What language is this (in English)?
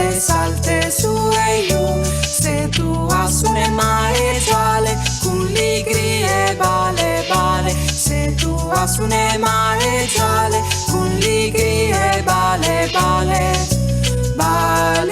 Friulian